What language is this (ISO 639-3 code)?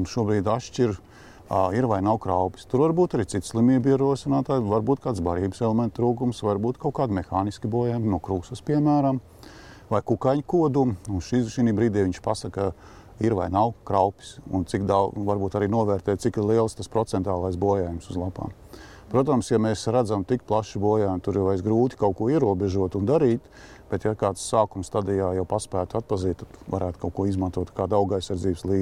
lav